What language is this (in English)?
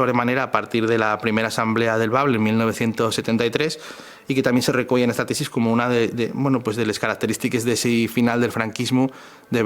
Asturian